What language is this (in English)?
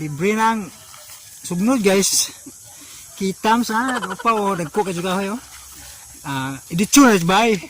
Cebuano